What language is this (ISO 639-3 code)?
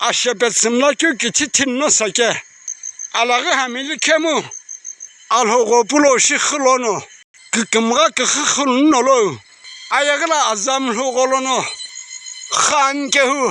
nsm